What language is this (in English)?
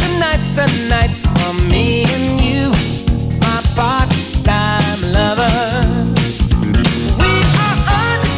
Czech